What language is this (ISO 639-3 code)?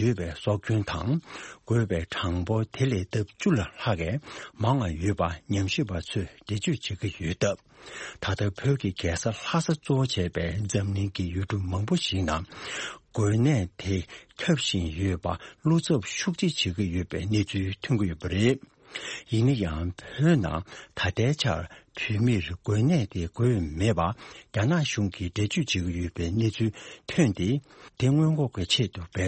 bod